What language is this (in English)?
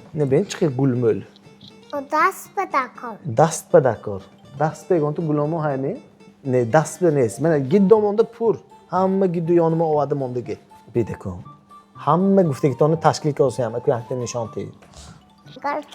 Tajik